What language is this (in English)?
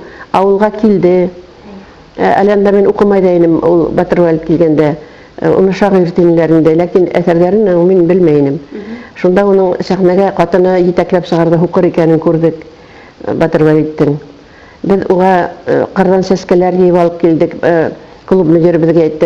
Bashkir